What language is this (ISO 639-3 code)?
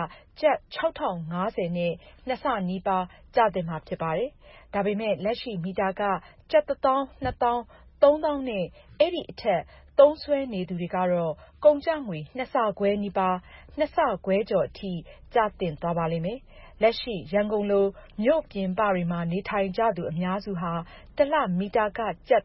mya